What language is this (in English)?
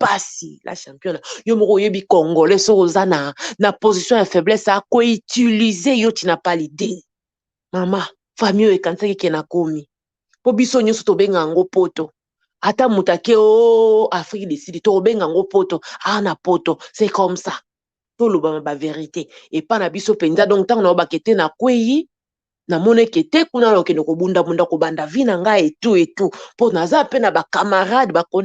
Lingala